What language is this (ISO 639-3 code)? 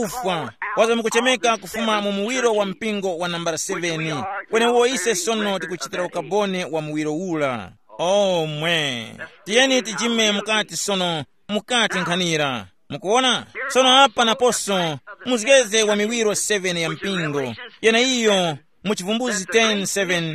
tum